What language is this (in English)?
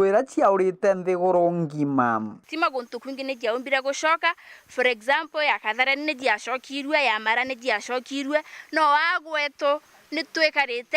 Meru